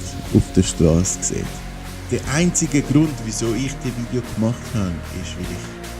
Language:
Swiss German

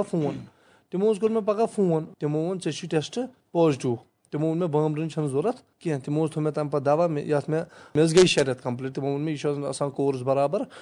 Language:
Kashmiri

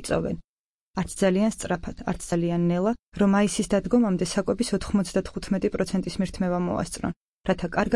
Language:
Georgian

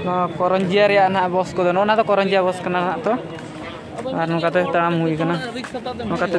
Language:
Santali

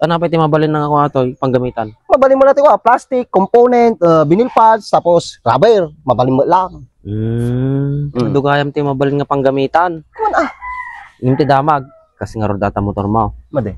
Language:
Iloko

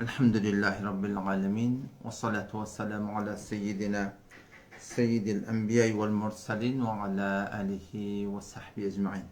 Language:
Turkmen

